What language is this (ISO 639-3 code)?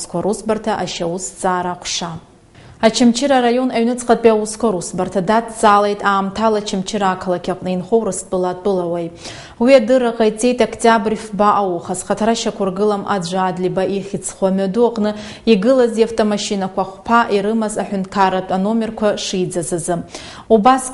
abk